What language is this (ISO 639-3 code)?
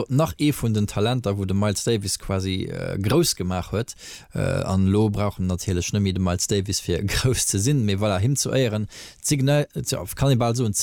ltz